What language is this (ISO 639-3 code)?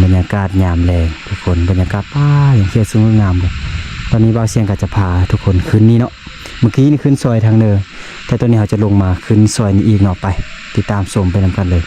lao